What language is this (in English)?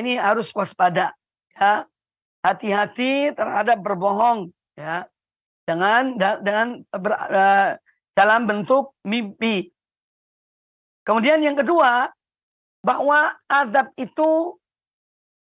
Indonesian